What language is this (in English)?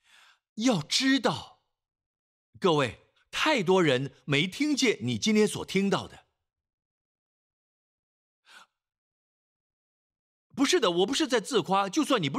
Chinese